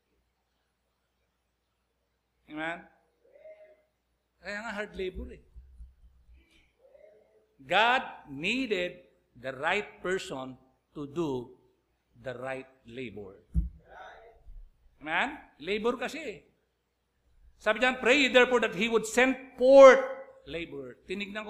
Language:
Filipino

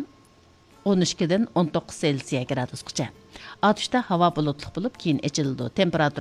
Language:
Uyghur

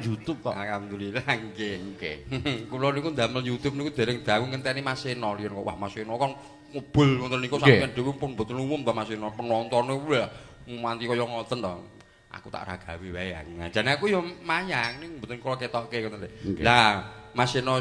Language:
Javanese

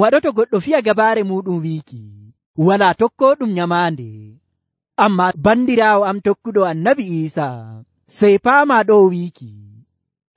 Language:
Nigerian Fulfulde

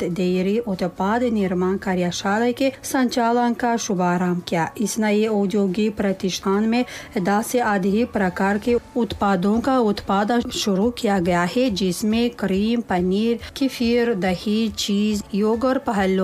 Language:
Hindi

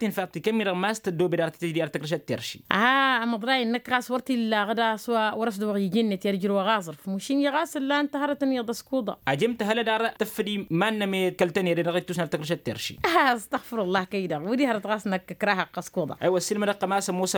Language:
Tamasheq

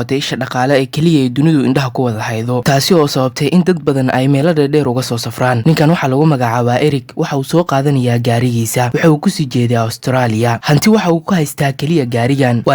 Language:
Somali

